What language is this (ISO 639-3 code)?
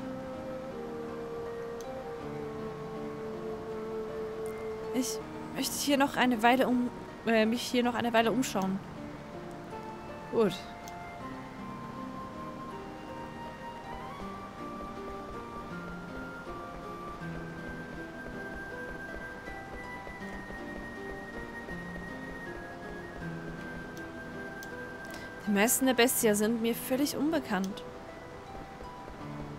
deu